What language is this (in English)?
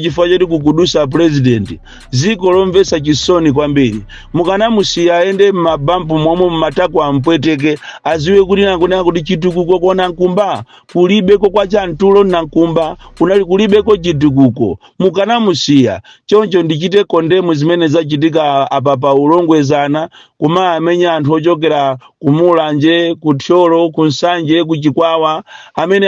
Nyanja